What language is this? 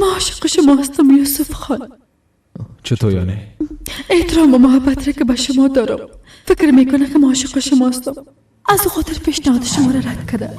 Persian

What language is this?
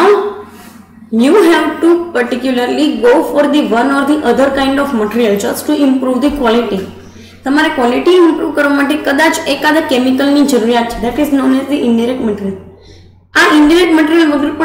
Gujarati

